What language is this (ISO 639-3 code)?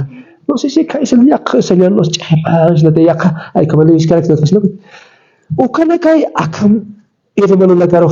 aym